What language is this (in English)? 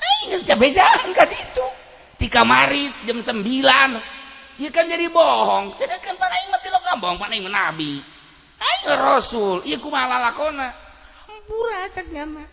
Sundanese